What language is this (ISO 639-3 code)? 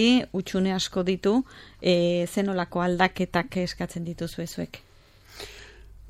eus